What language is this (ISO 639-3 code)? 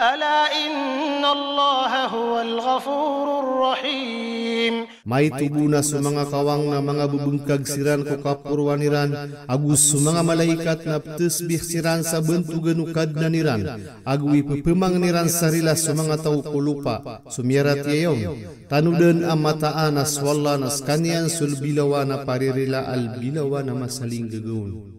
mrw